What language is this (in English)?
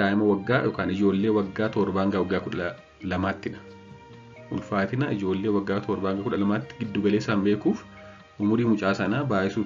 Oromo